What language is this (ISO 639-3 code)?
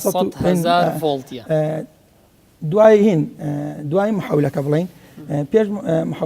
ckb